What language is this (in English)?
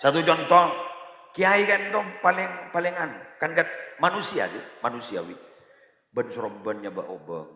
Madurese